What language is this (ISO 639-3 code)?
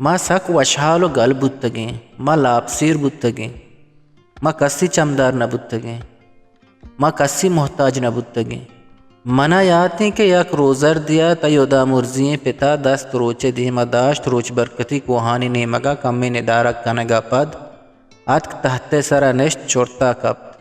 bgp